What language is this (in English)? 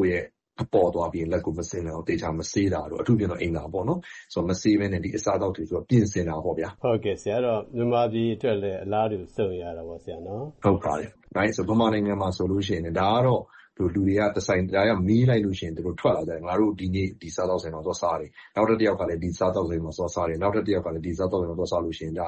Burmese